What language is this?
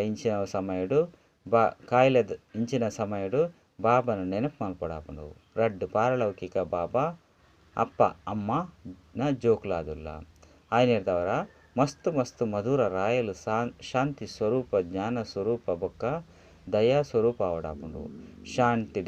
Tulu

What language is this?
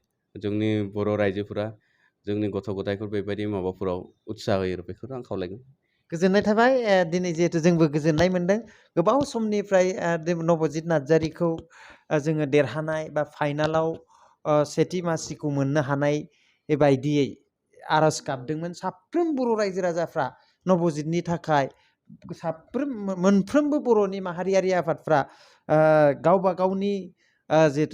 Bodo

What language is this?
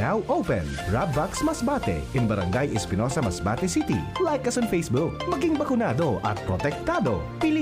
Bikol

